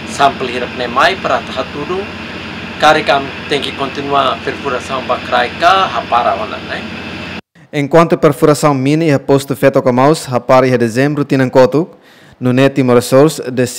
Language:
Tetum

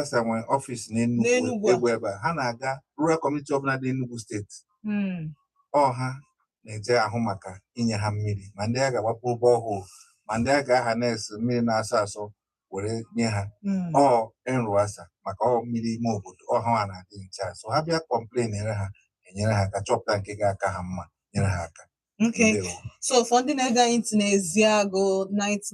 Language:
Igbo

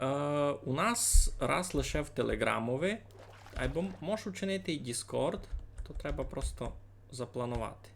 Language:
Rusyn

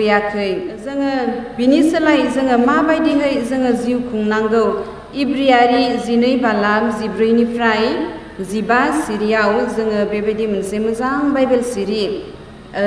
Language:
Bodo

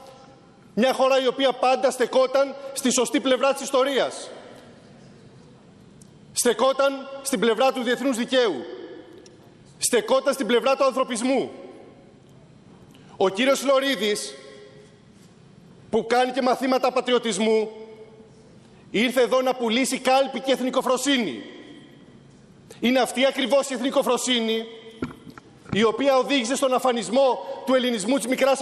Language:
Greek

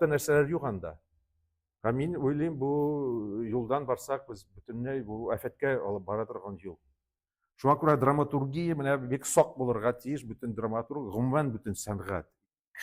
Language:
Tatar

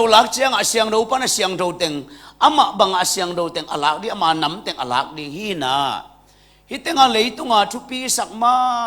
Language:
Tedim Chin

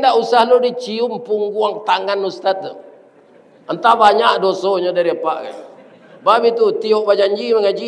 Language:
Minangkabau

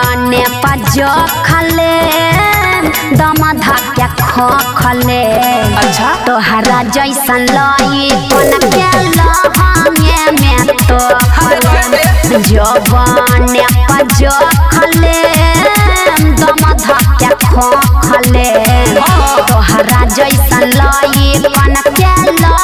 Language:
Bhojpuri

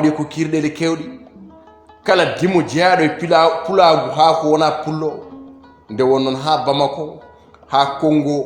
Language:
Fula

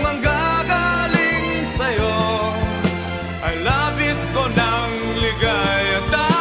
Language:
Filipino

